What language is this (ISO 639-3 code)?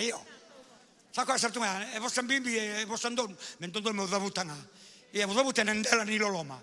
fij